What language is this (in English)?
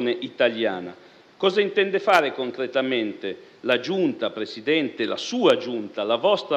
Italian